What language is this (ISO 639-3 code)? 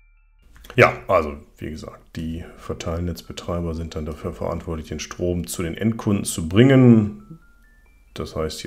deu